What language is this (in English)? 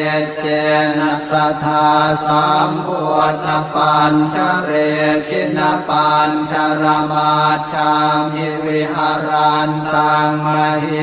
Pali